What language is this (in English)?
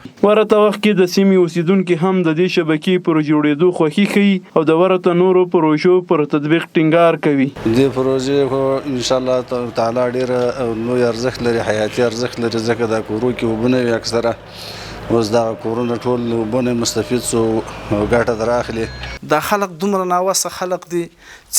Pashto